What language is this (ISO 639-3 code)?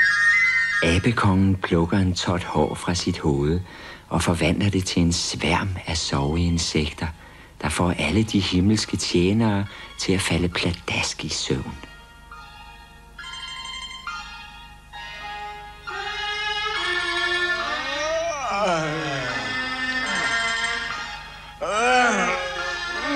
dan